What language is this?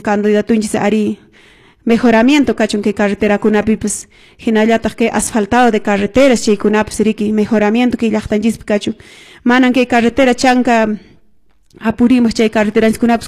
Quechua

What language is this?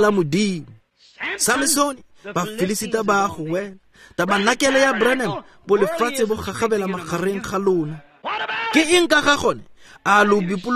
Tswana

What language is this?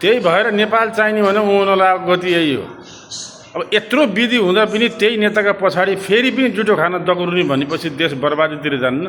Nepali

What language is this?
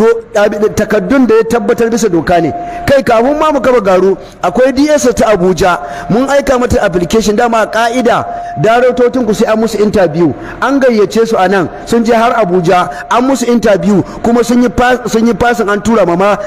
Hausa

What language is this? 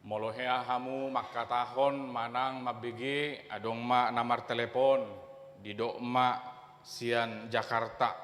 Batak Toba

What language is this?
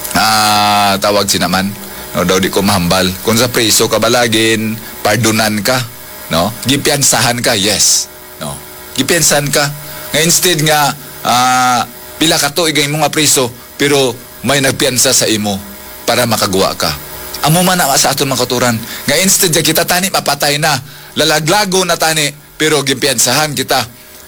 Hiligaynon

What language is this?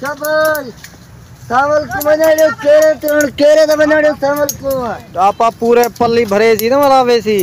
Saraiki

